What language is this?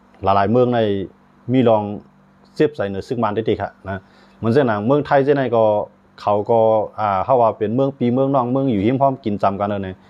Shan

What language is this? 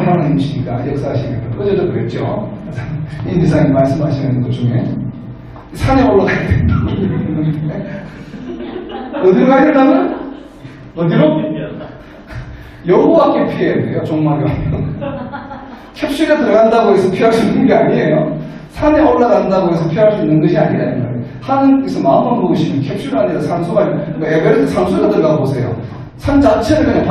Korean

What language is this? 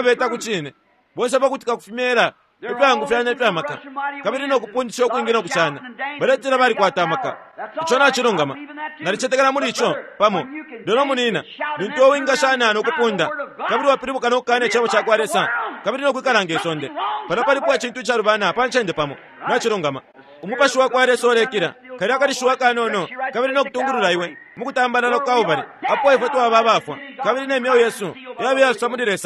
Bemba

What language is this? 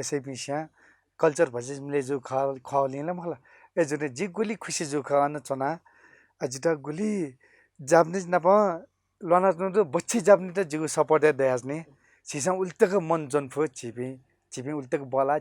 Newari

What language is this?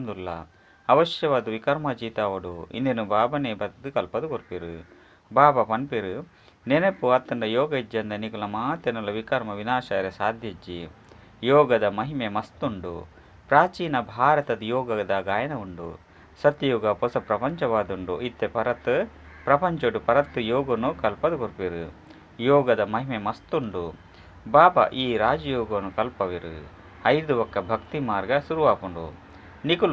Tulu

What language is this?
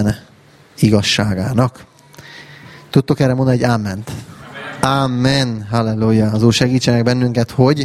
Hungarian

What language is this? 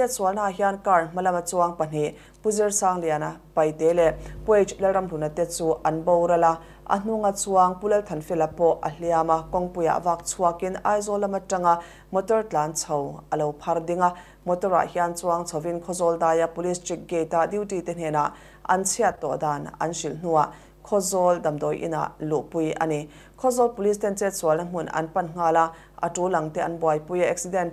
Mizo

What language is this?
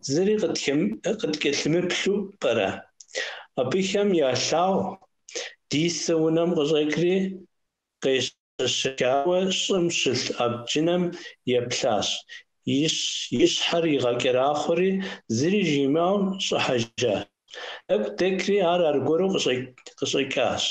Kabardian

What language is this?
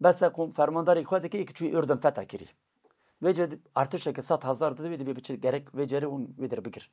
Kurdish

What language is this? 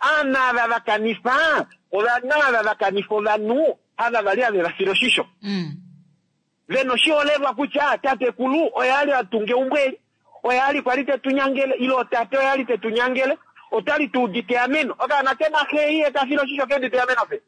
Kuanyama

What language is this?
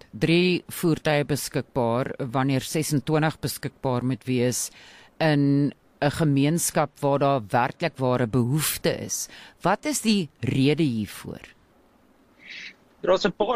Afrikaans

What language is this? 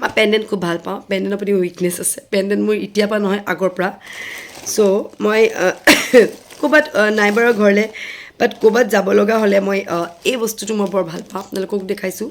Assamese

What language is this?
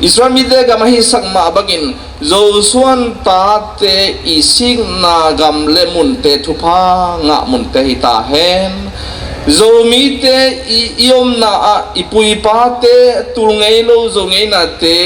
Tedim Chin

